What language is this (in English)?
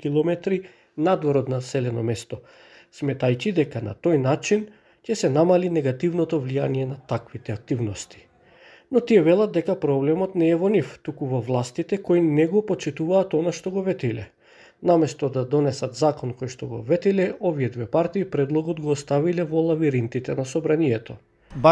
Macedonian